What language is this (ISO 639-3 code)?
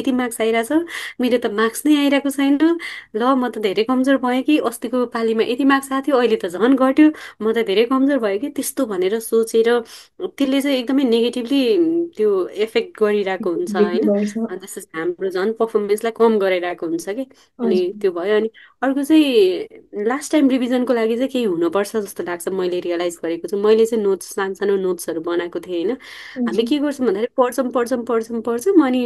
nep